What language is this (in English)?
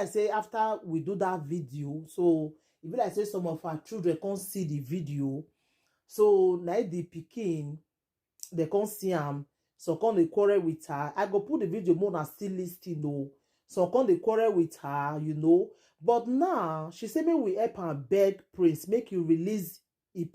Nigerian Pidgin